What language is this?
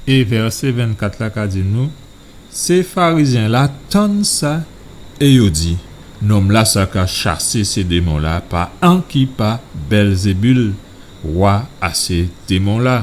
Guadeloupean Creole French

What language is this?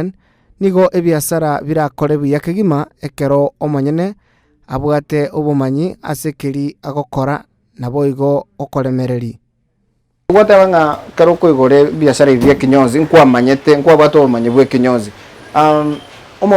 Gusii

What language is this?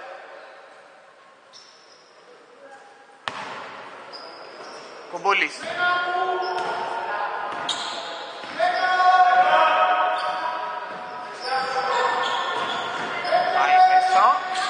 Greek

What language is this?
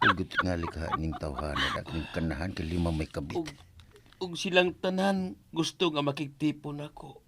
Cebuano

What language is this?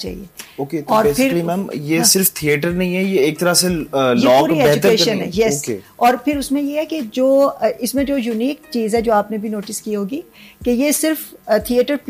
Urdu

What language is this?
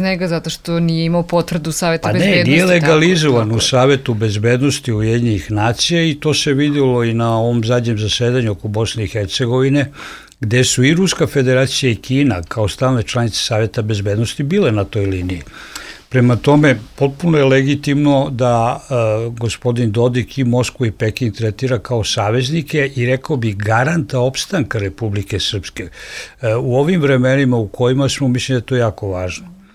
Serbian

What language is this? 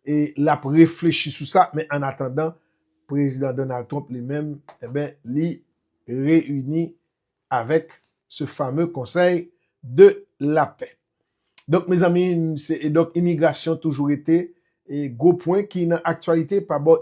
Haitian Creole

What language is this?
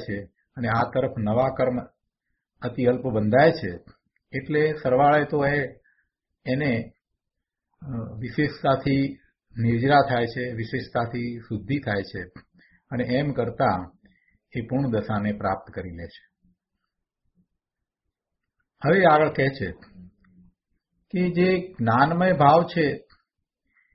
Gujarati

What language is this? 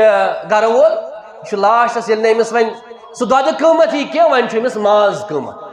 Kashmiri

